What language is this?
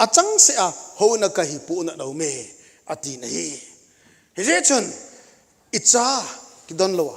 Thado Chin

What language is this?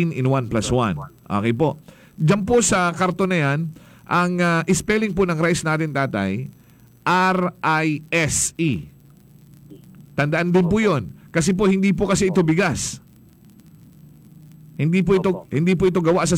Filipino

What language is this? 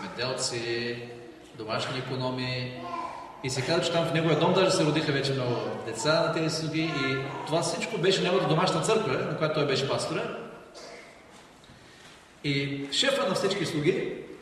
Bulgarian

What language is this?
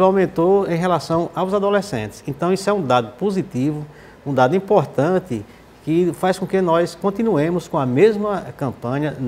Portuguese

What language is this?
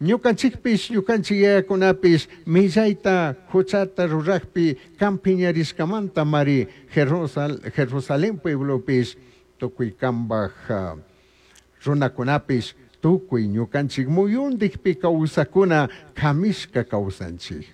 Chimborazo Highland Quichua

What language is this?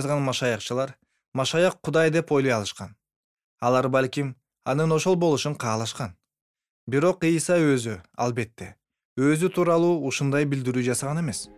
Kyrgyz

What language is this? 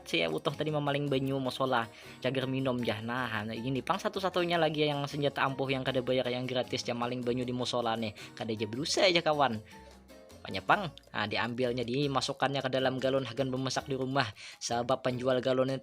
Banjar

